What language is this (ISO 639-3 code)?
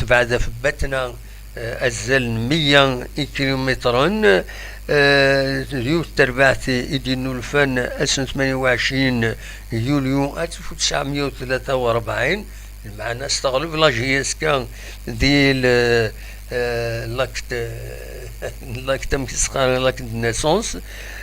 kab